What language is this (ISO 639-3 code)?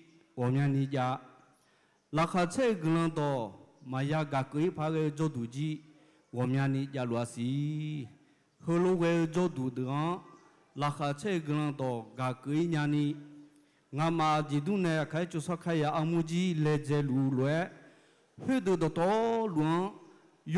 ahk